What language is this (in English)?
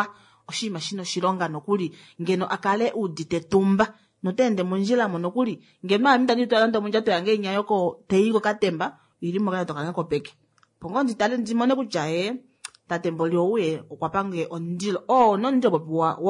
Kuanyama